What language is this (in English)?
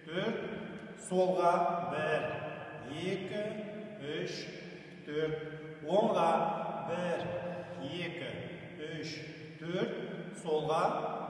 Kazakh